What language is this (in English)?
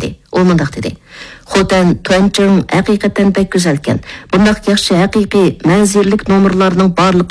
Uyghur